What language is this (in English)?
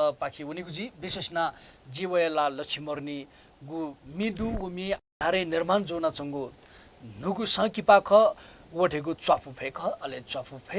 Newari